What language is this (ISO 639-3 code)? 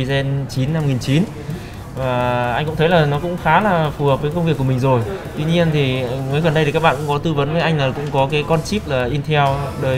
vie